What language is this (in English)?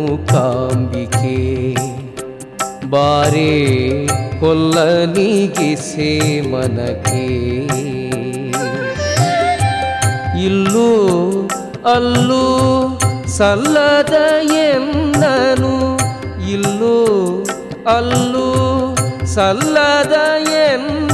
Kannada